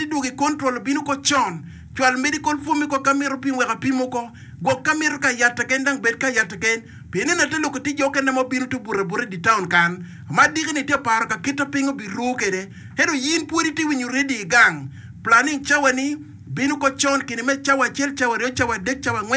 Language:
Acoli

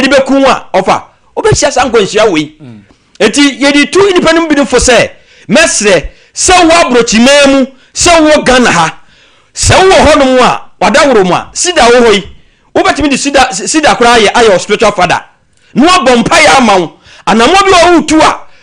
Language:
Akan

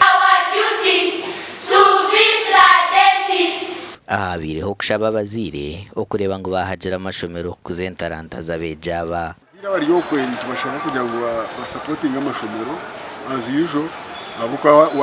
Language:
Nyankole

